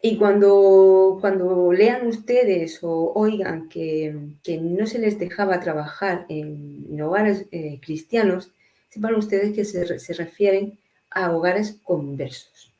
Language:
Ladino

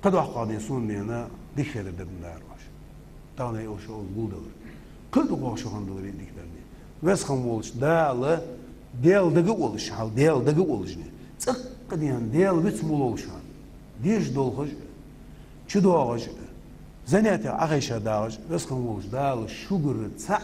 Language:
Ingush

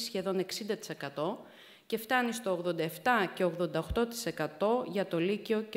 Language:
Greek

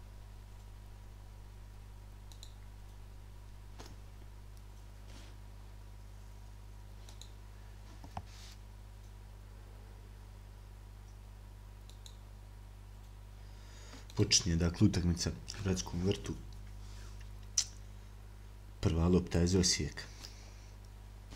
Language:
Croatian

